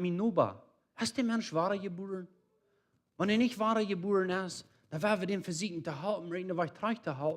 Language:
Plautdietsch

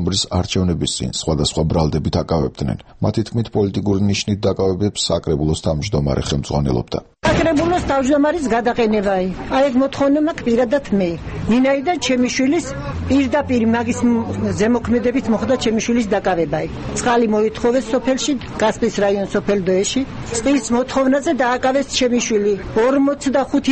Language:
Georgian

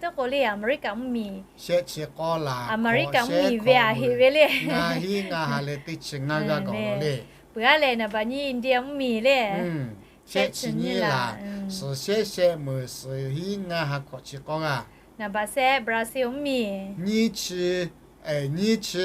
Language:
Lahu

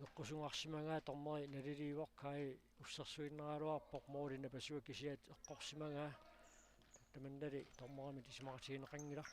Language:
Kalaallisut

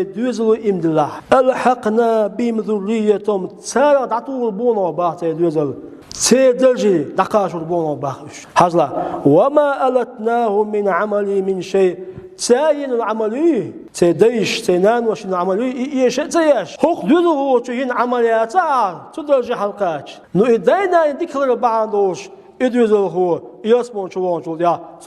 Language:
Chechen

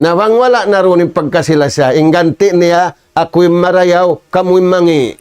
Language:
Tausug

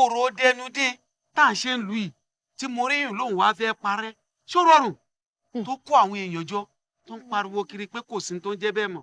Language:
Yoruba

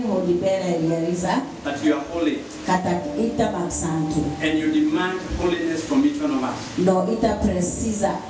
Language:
Tetum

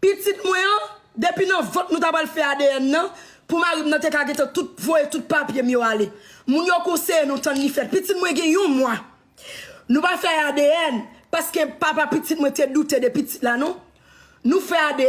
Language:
Haitian Creole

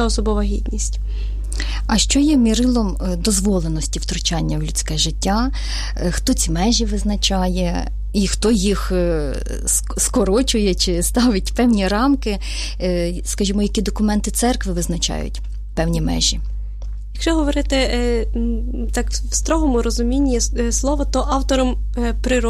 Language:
Ukrainian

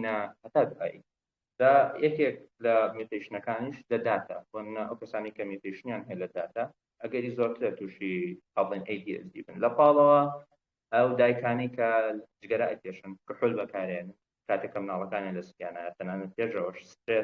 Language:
Central Kurdish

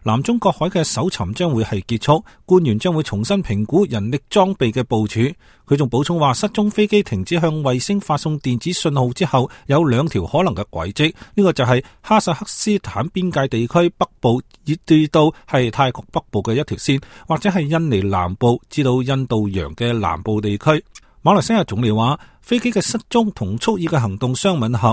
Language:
Cantonese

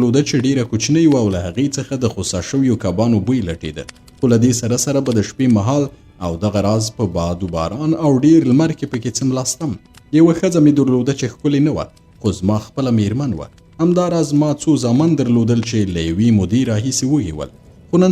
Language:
Pashto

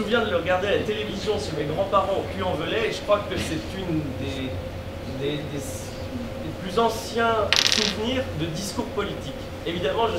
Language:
French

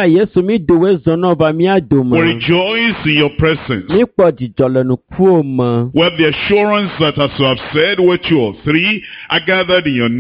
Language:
Ewe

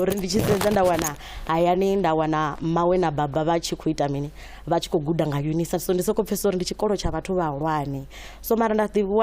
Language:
Venda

